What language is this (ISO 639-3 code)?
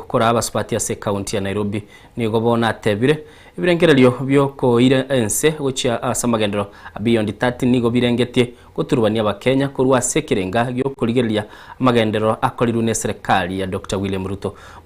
guz